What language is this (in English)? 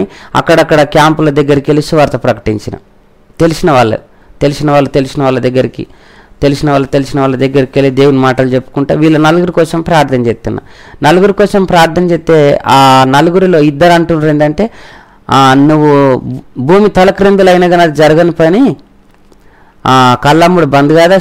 Telugu